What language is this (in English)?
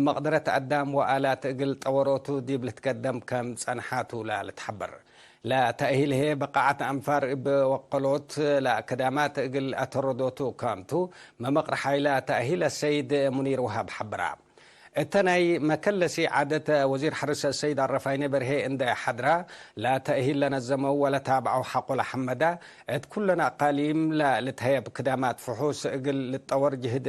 Tigre